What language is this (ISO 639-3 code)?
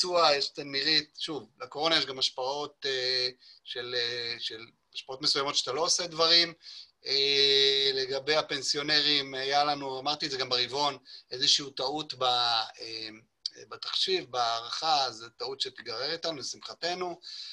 heb